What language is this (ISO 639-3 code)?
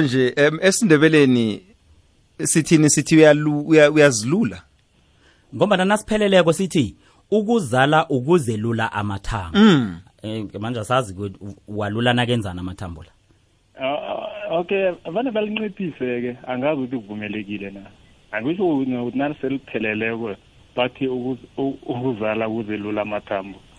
nbl